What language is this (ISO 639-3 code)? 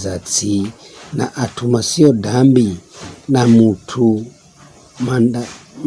nyf